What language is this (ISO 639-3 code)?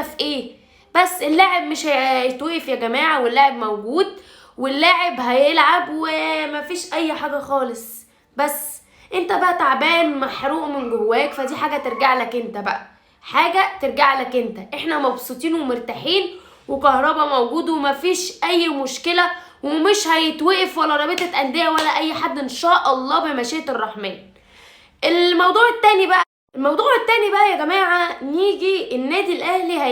arz